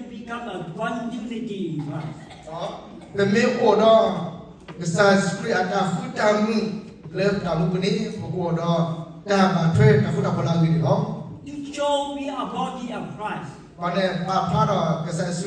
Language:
S'gaw Karen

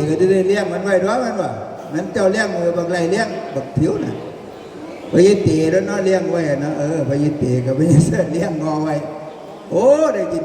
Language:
Northeastern Thai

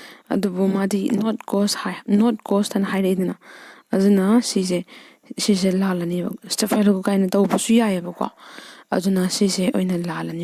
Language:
Manipuri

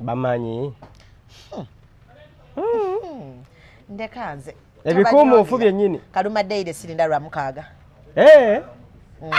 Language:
Ganda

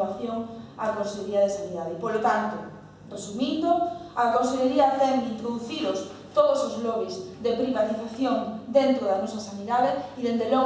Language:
Galician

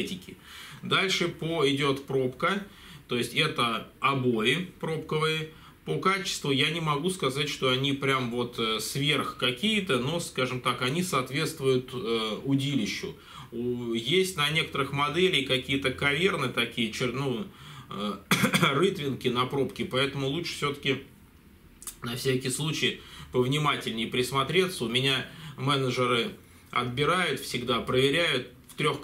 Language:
Russian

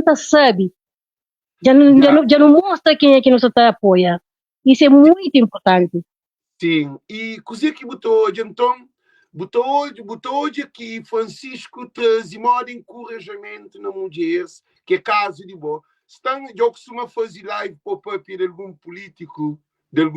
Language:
Kabuverdianu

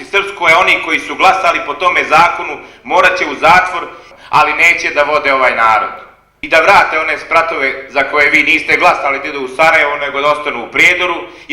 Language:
Serbian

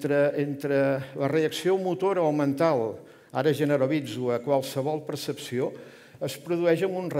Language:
Catalan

